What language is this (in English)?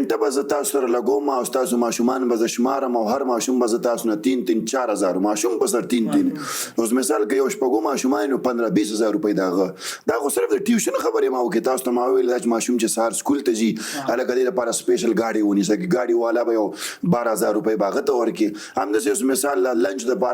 Pashto